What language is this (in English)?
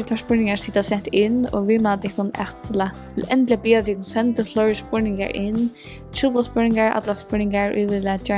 Faroese